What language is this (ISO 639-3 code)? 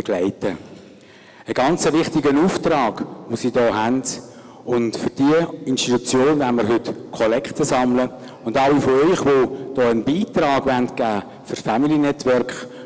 gsw